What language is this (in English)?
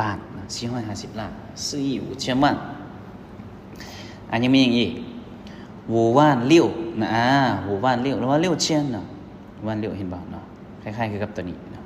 Lao